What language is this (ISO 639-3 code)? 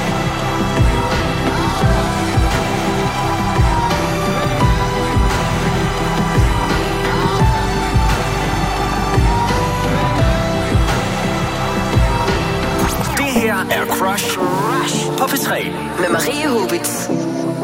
dan